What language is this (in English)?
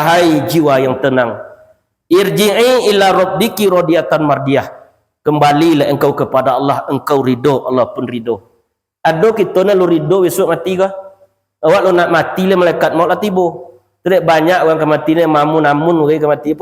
Minangkabau